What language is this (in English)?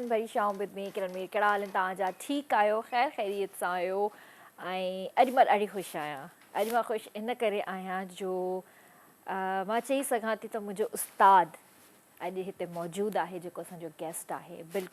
Sindhi